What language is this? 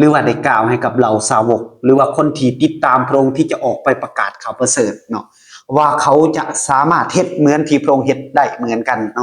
Lao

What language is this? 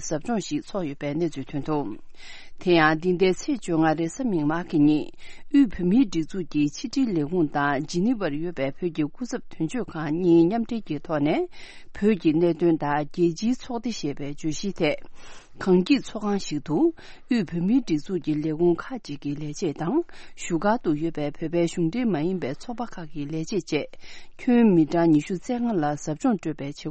Tibetan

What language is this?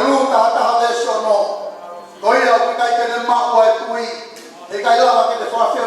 Tongan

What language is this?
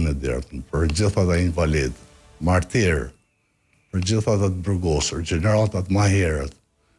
Albanian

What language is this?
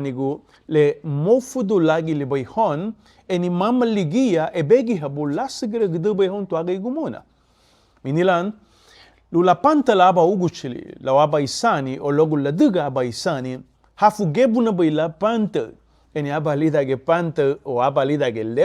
Garifuna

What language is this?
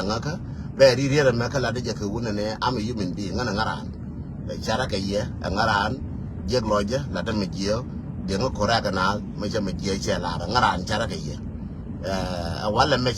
Nuer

